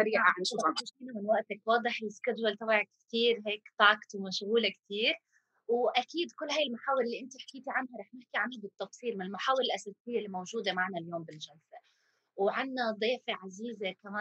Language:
North Levantine Arabic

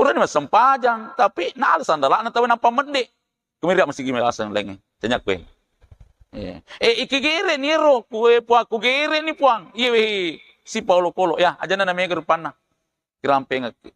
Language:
Buginese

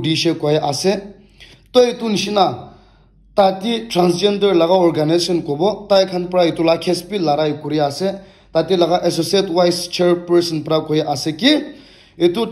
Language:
Naga Pidgin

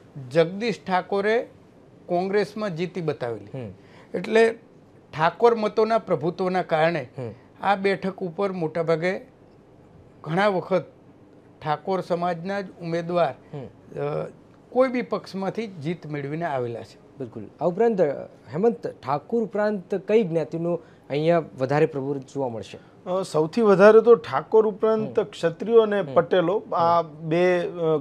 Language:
Gujarati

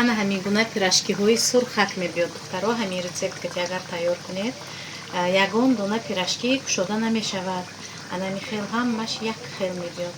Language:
Tajik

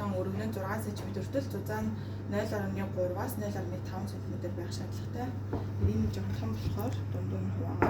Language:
Mongolian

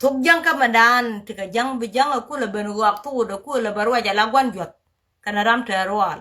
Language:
Nuer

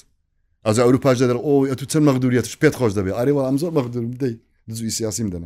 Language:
Central Kurdish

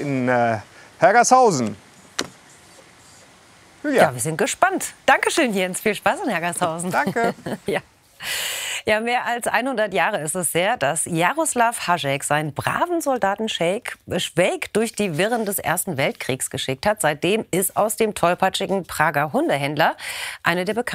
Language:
German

